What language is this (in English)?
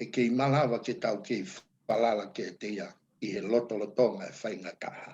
Tongan